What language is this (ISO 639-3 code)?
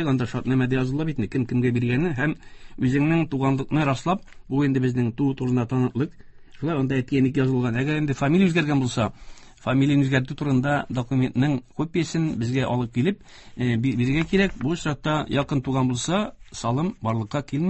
tat